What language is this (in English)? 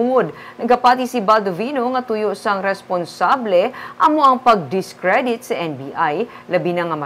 Hiligaynon